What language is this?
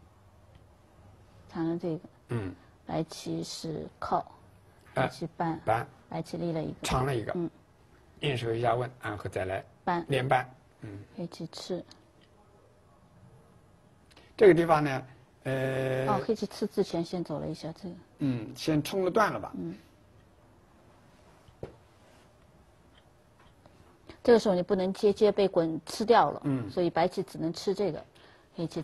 Chinese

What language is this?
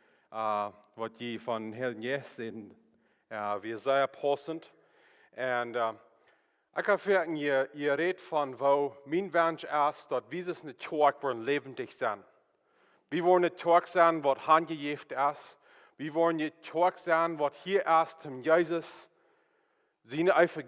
Plautdietsch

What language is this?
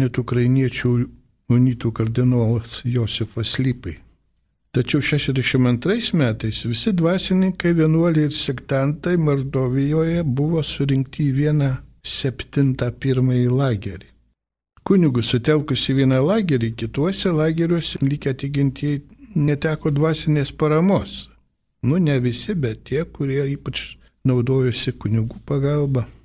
Lithuanian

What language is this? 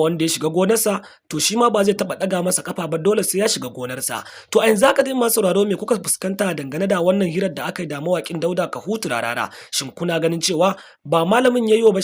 Hausa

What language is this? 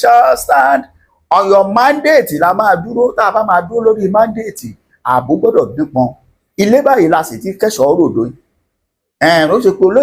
Yoruba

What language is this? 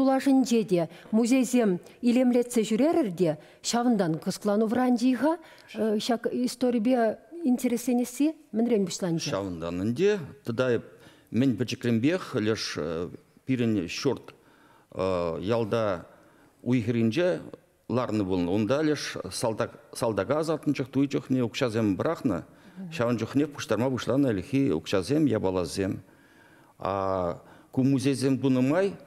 Chuvash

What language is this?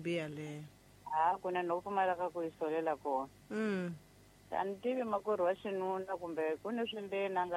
Tsonga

